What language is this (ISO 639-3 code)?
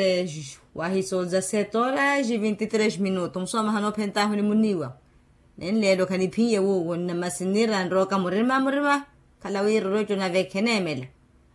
vmw